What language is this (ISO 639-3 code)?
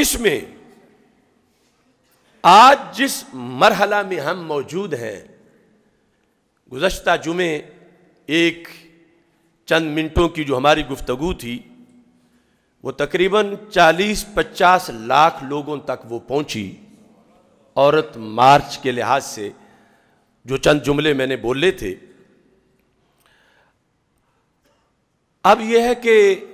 urd